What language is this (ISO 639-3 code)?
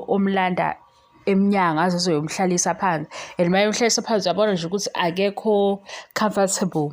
zul